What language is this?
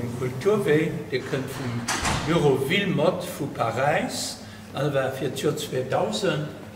Luxembourgish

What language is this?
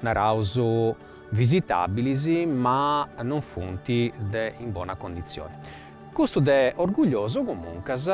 Sardinian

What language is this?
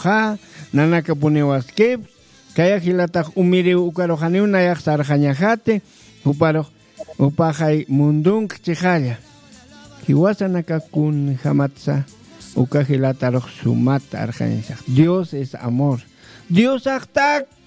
Aymara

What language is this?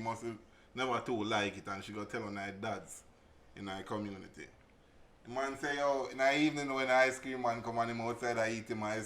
Jamaican Creole English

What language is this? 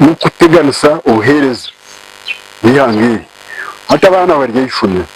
Nyankole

